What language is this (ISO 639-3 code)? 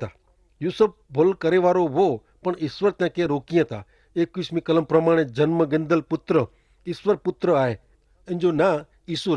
kfr